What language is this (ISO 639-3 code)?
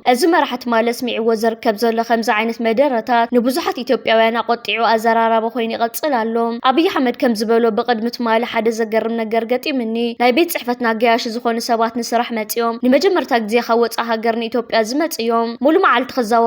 tir